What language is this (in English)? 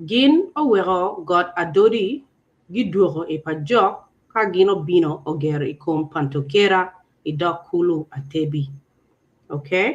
Acoli